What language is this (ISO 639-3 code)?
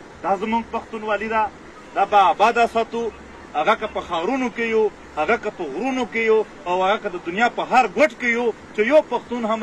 pus